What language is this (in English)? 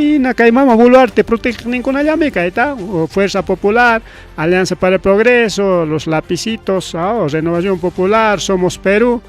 Ayacucho Quechua